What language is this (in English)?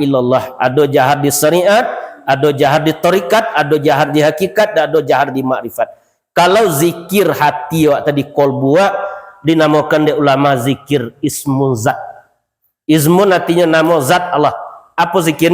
Minangkabau